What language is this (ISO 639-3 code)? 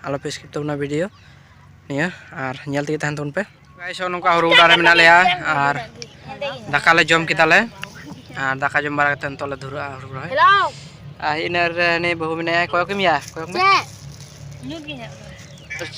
sat